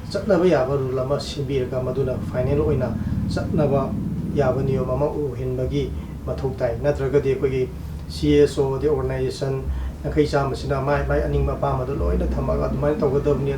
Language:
Manipuri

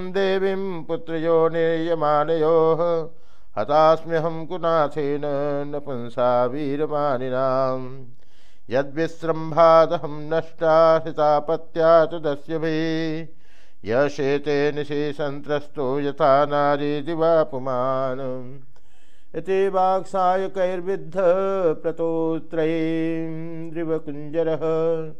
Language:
Sanskrit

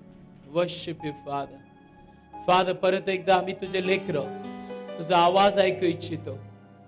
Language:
Marathi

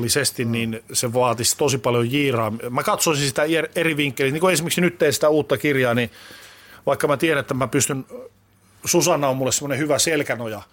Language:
Finnish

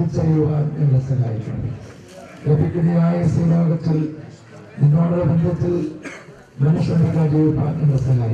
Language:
Malayalam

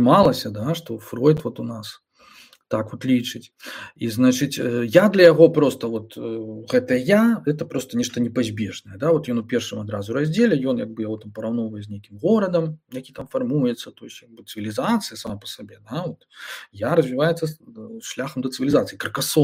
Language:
Belarusian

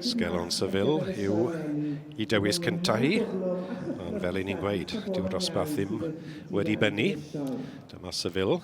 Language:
Welsh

